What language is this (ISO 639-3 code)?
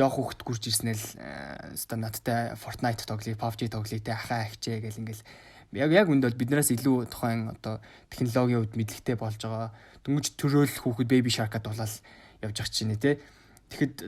mon